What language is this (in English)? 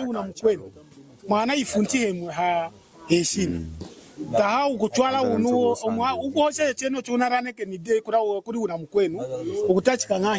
Lunda